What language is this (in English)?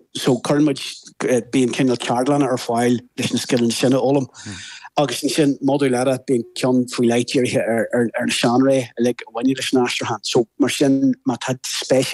Irish